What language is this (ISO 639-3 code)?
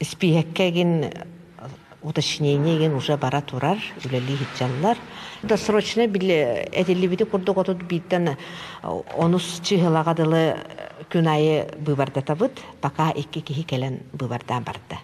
sah